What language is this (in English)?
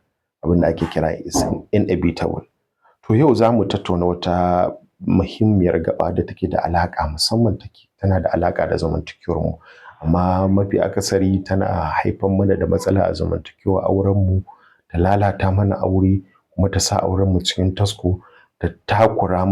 Hausa